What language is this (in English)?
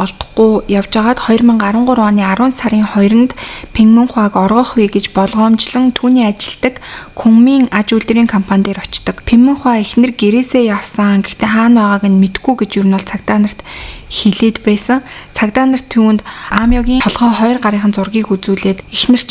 Mongolian